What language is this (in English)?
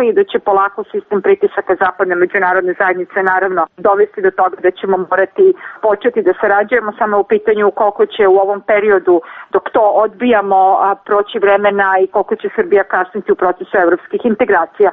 Serbian